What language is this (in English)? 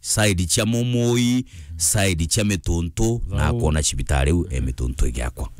Meru